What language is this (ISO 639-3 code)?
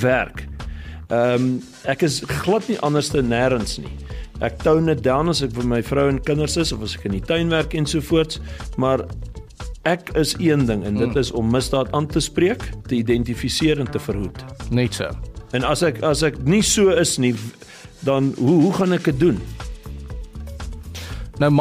afr